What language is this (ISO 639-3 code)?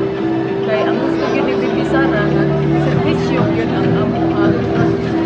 ceb